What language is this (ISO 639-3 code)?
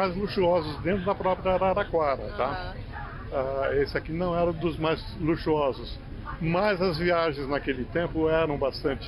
por